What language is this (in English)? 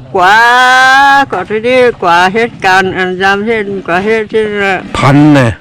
Shan